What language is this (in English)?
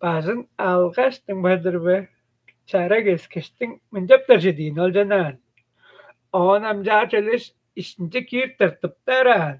Tuvinian